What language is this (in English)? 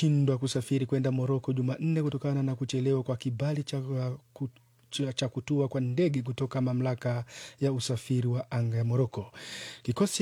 Swahili